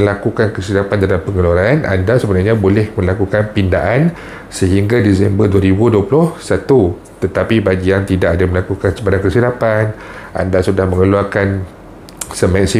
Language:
Malay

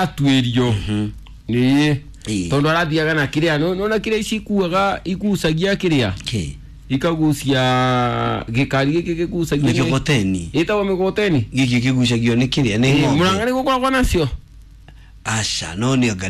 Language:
Kikuyu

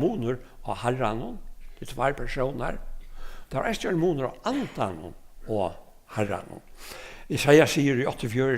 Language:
Faroese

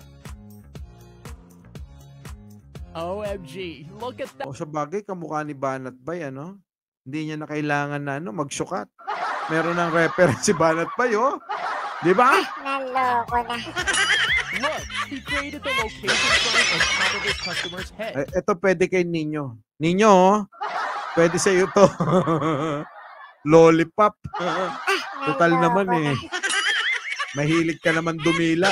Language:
Filipino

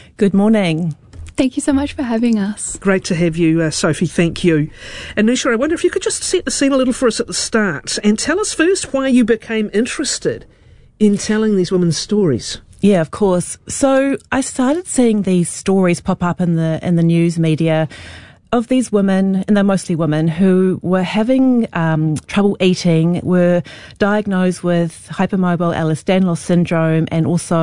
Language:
English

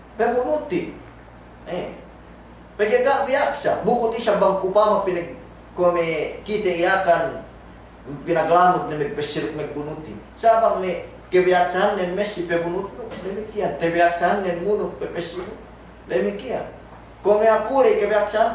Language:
Yakan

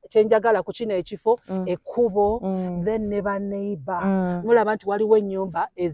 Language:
Ganda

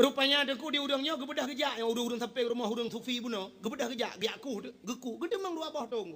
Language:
Achinese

